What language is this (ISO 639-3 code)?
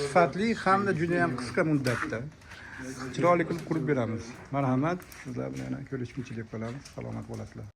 uzb